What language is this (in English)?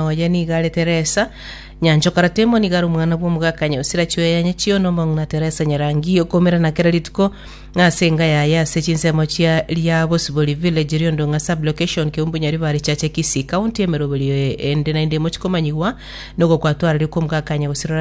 Gusii